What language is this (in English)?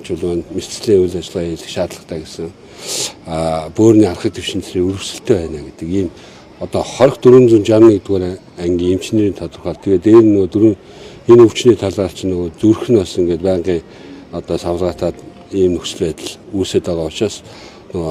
Mongolian